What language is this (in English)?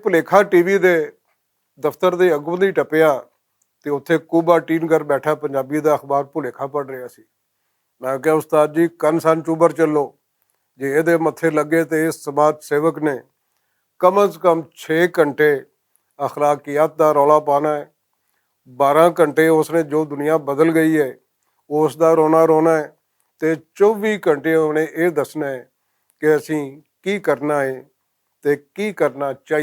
Western Panjabi